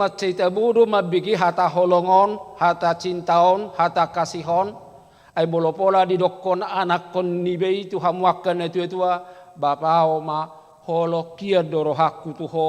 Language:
Batak Toba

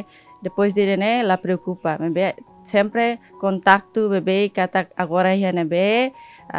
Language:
Tetum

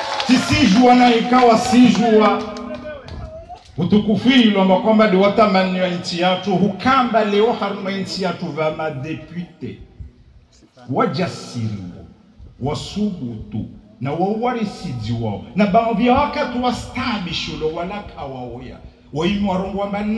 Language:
Swahili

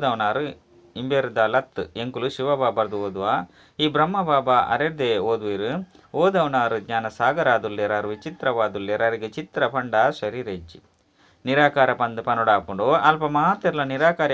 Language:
Tulu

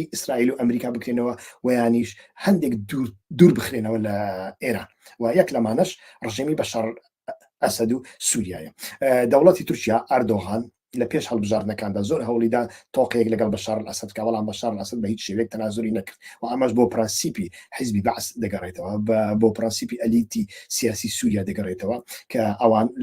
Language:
Central Kurdish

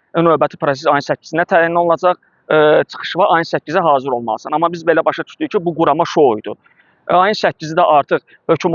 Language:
Azerbaijani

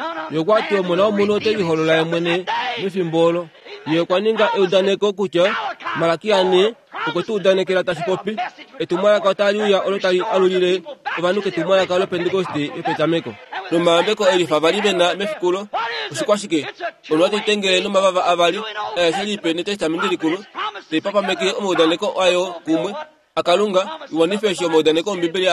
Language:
Kuanyama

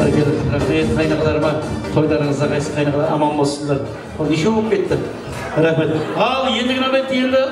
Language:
Kara-Kalpak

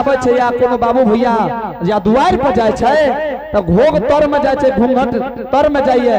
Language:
Angika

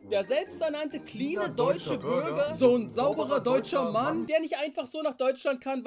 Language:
German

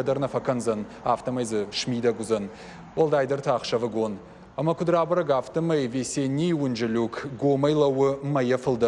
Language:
Ossetic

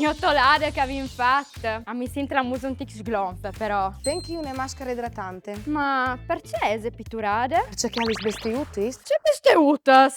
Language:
Friulian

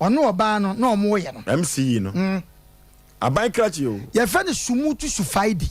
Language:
Akan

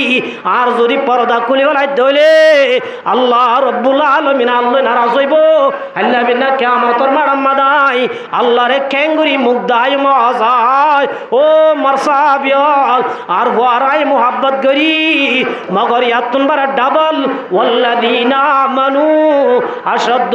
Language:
Rohingya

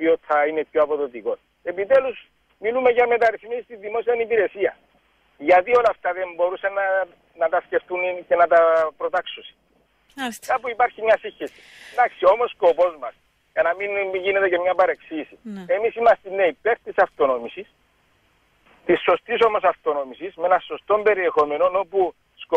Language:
Greek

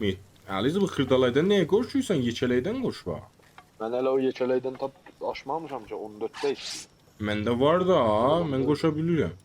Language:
South Azerbaijani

